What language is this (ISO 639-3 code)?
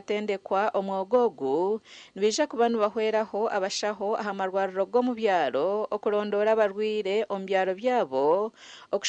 nyn